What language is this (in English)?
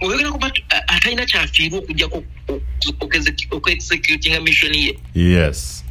Ganda